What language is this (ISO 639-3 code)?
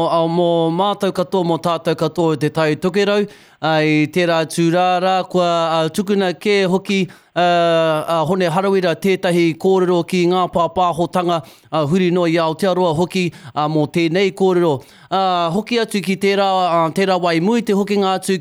mri